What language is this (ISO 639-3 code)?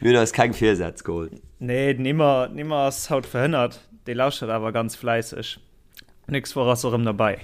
ltz